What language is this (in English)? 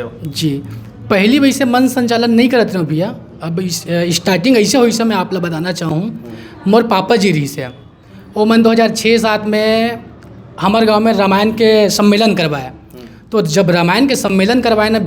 Chhattisgarhi